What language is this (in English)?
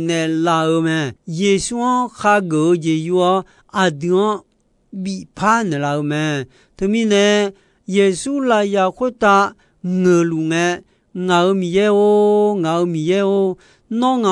Akha